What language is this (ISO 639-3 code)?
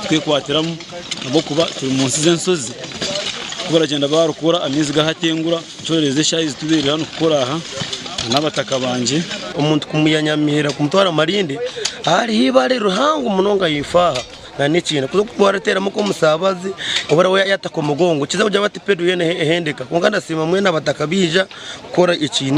nyn